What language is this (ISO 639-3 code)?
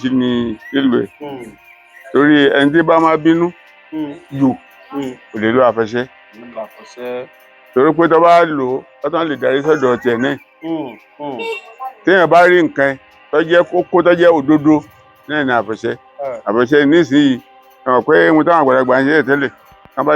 yor